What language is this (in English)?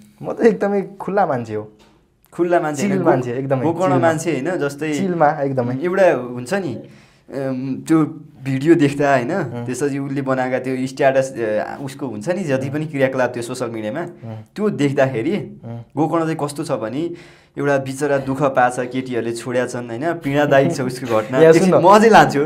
Nepali